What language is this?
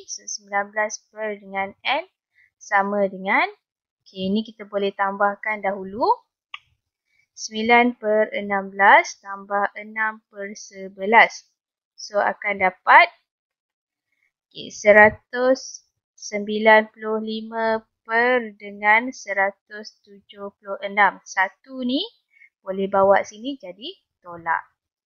Malay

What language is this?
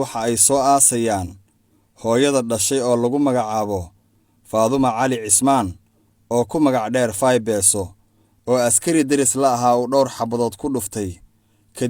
Somali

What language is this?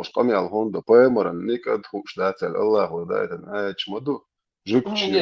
Chechen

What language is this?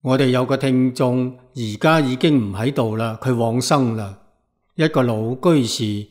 Cantonese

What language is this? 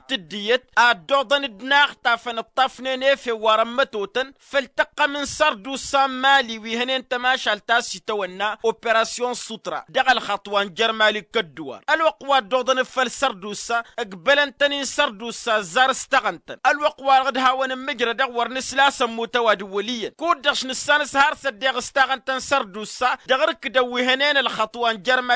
Tamasheq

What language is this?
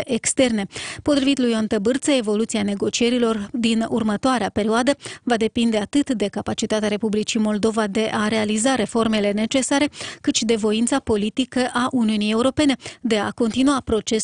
Romanian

